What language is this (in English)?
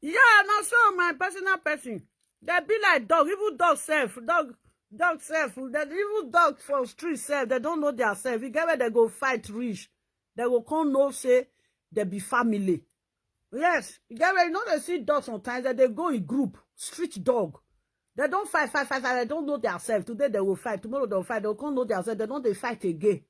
Nigerian Pidgin